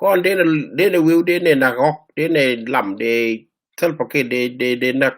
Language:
Nuer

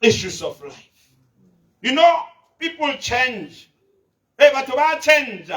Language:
Tswana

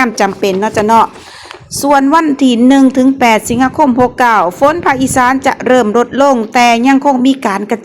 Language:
Lao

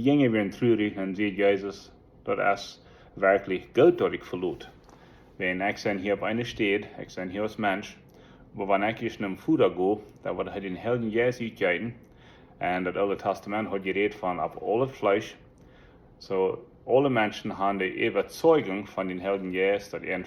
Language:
Plautdietsch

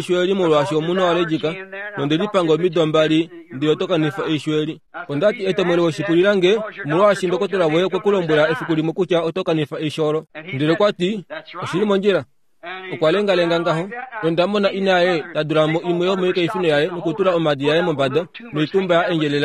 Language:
Kuanyama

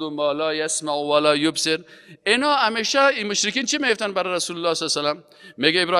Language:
Persian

